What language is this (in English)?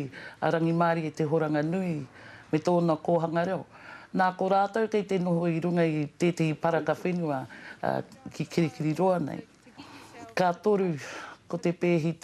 Māori